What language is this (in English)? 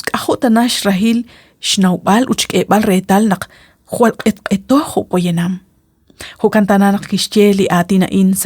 Kekchí